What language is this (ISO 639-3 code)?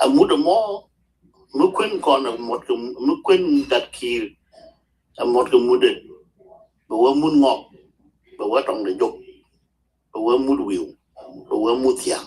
nus